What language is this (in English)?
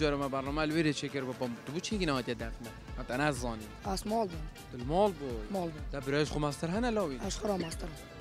Kurdish